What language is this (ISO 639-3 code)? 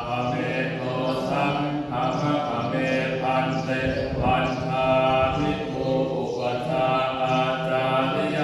pli